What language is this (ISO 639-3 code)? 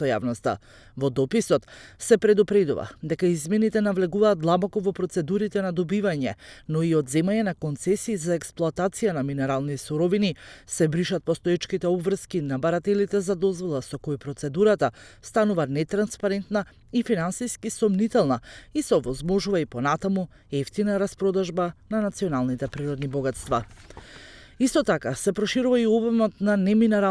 mkd